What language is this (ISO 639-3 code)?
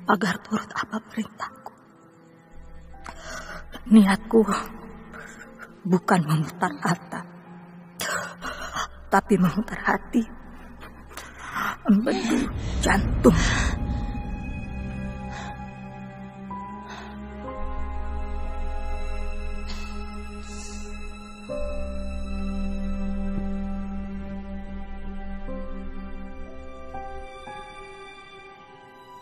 ind